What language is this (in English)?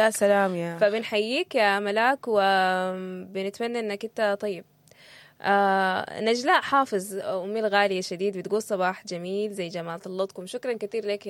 Sudanese Arabic